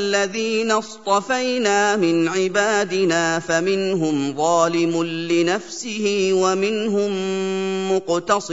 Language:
Arabic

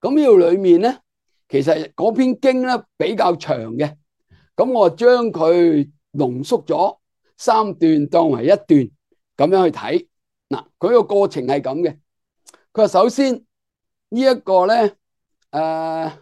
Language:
Cantonese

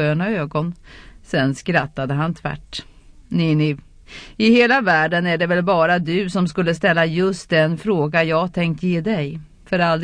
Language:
Swedish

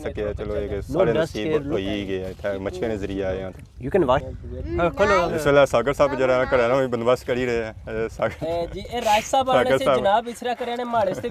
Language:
Pahari-Potwari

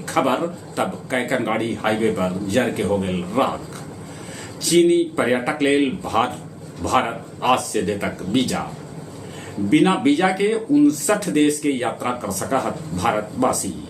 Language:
Magahi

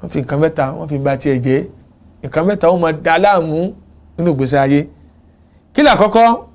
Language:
Yoruba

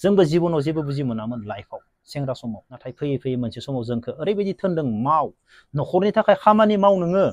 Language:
Bodo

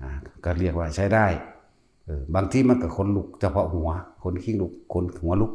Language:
Northeastern Thai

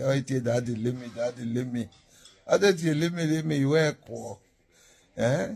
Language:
Nigerian Pidgin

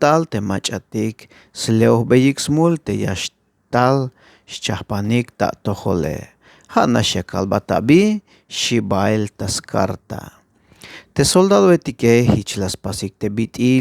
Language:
Tzeltal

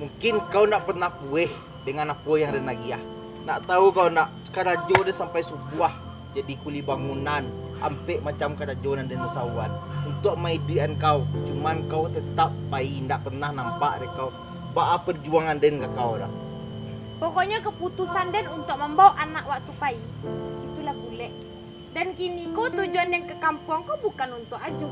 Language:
Minangkabau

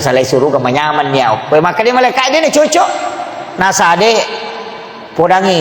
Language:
Buginese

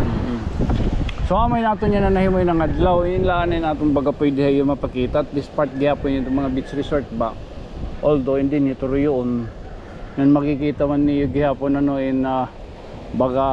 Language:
Waray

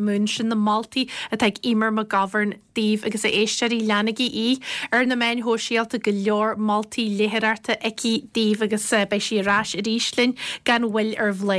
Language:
Irish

